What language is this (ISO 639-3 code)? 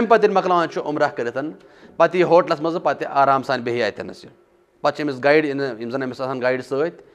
kas